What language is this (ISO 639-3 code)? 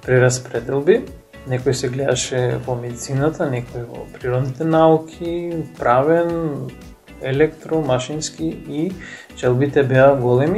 mkd